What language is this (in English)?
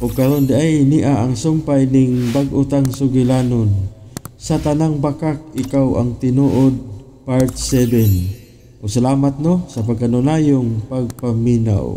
Cebuano